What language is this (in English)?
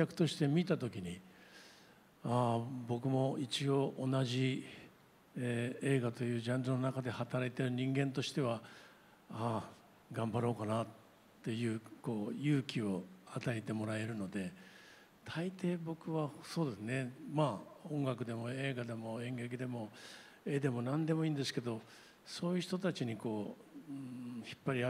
Japanese